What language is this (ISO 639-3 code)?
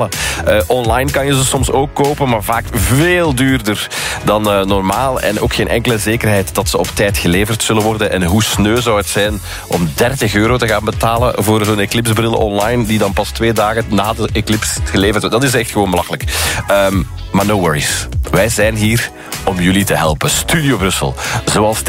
nld